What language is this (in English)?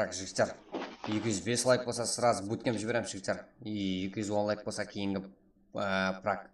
Kara-Kalpak